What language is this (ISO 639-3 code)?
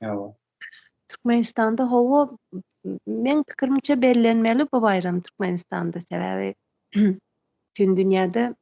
tuk